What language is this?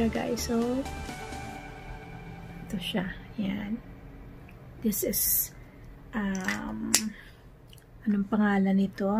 Filipino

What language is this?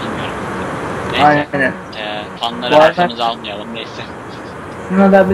Turkish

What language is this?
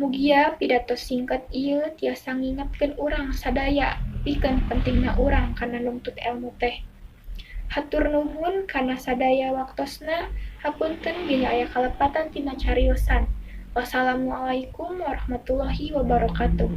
Sundanese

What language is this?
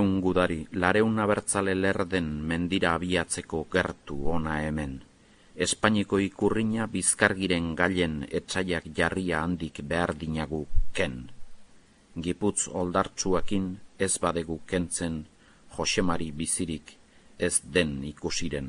Basque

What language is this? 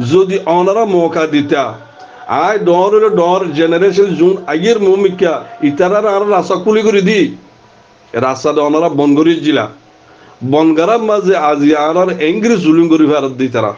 Rohingya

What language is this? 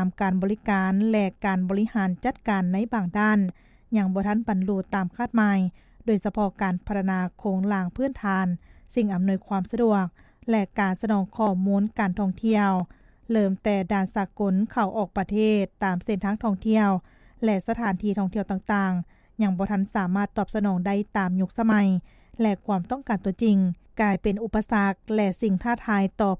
Lao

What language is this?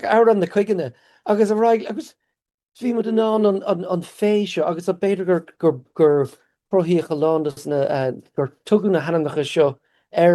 Irish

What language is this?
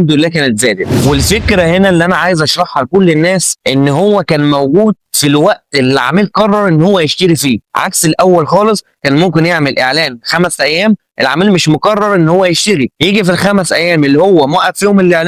Egyptian Arabic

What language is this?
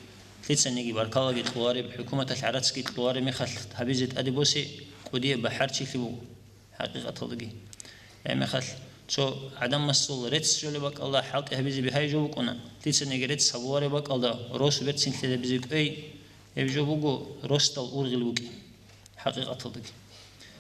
Avaric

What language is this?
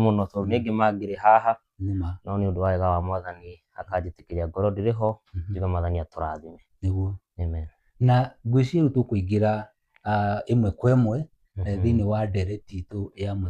Kikuyu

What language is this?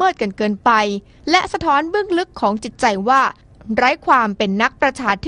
Thai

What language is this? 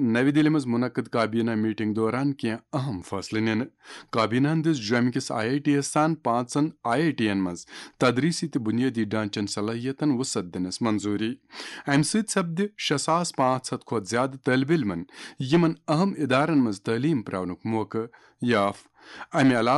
Kashmiri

